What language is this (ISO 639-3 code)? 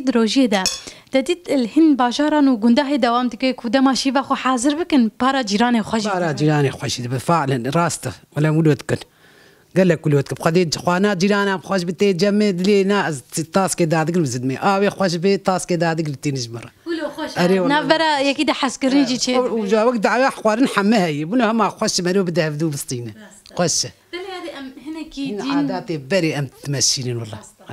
kur